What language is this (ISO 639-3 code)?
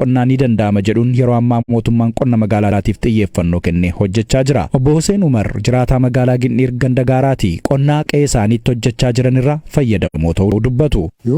orm